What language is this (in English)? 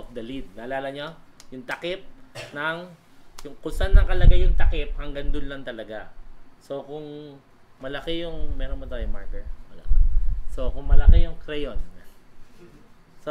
Filipino